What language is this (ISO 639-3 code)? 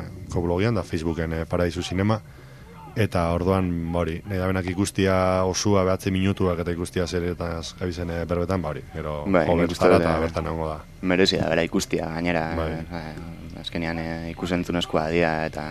eus